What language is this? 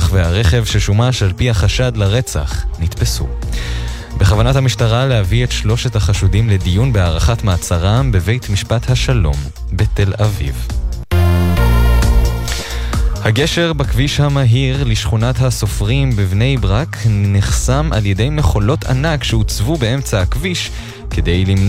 Hebrew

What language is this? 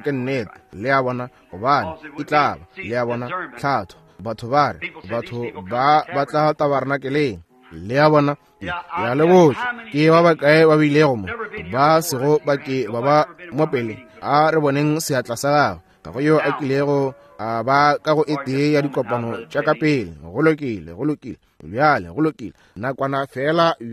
Northern Sotho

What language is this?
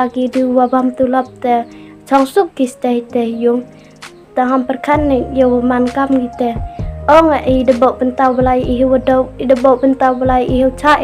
Khasi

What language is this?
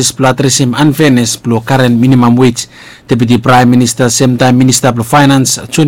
Bislama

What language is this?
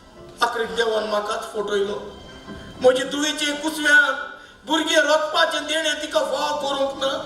Konkani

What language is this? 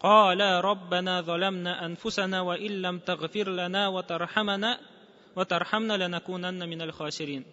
Tatar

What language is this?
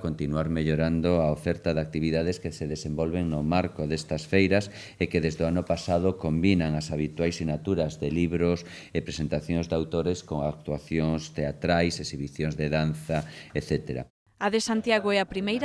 Galician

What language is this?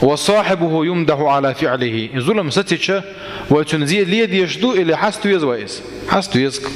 Chechen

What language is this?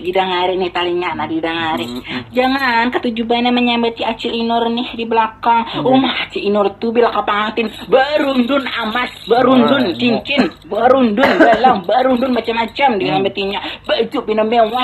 Banjar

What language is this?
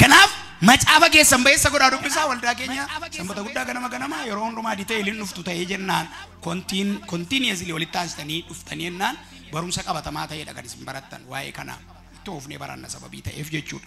Oromo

